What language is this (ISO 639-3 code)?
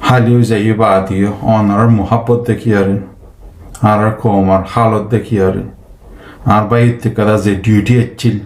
rhg